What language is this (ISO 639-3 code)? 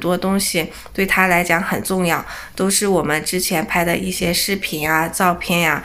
zho